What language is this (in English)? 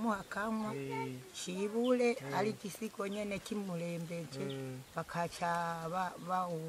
Rundi